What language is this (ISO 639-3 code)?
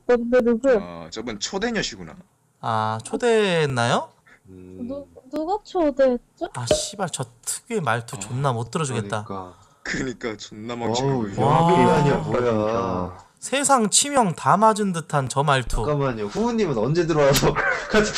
kor